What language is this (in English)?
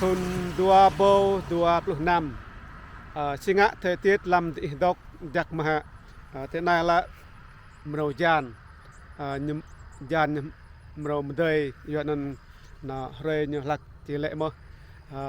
Rade